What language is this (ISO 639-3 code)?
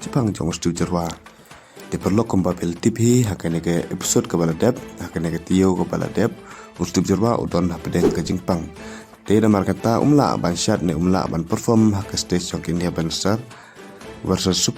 kha